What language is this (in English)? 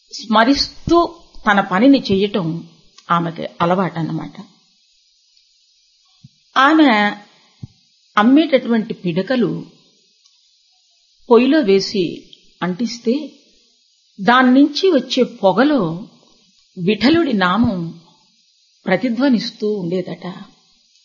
Telugu